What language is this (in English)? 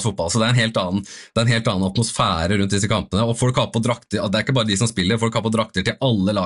Norwegian